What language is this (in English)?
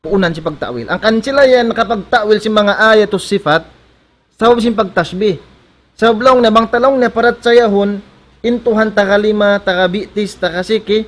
Tausug